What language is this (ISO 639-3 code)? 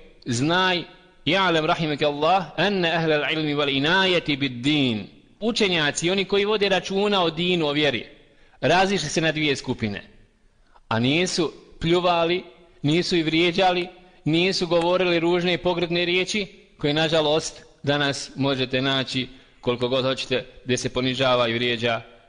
bos